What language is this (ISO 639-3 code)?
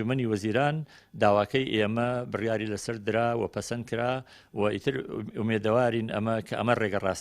ckb